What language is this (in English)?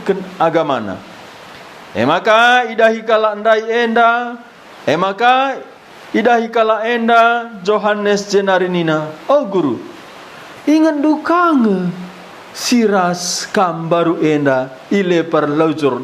Batak Karo